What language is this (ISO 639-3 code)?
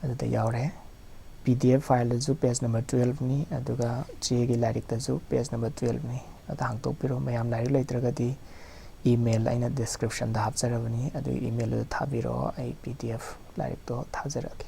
mni